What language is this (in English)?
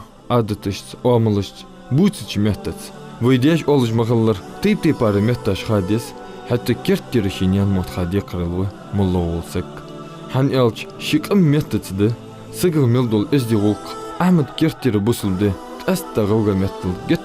Ingush